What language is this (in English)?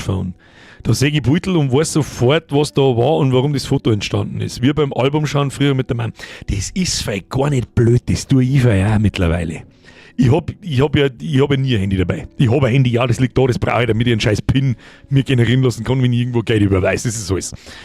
Bavarian